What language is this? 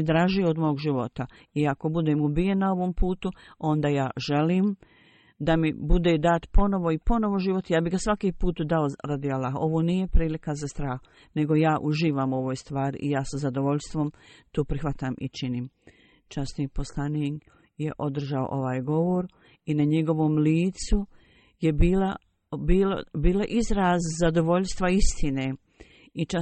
Bosnian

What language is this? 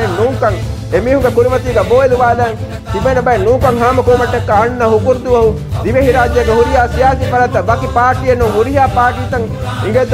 Divehi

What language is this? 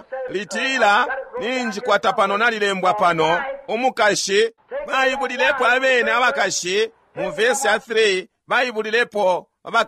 Bemba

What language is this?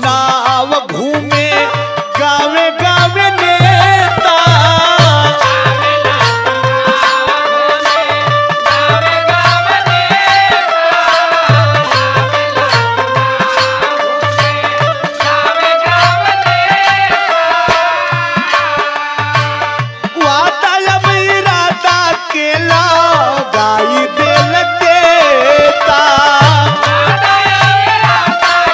Bhojpuri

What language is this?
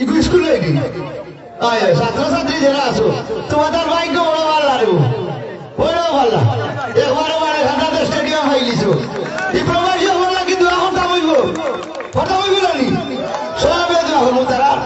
Sylheti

